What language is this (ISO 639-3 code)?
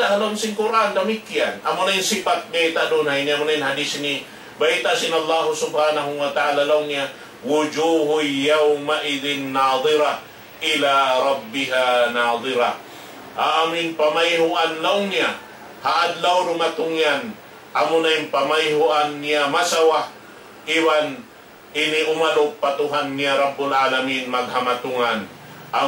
tsg